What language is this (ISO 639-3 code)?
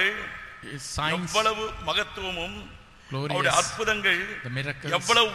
tam